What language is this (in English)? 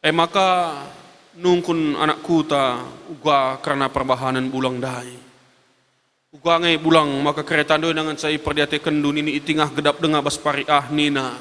Batak Karo